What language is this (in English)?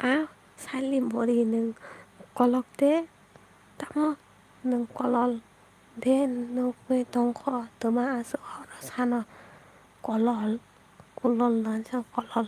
Kok Borok